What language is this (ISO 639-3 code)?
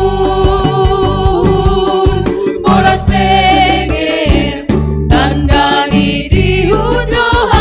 bts